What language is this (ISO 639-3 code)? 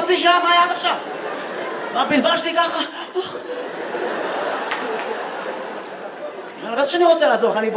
heb